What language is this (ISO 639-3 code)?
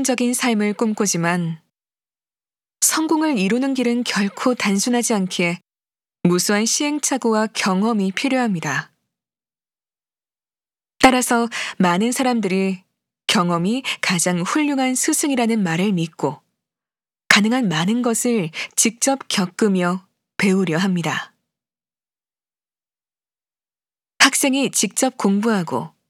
kor